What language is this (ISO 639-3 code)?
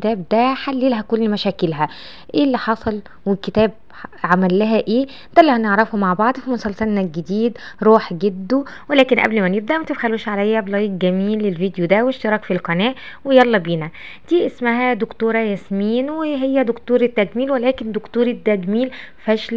arz